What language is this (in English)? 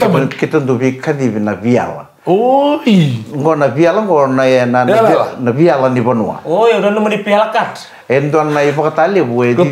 Fijian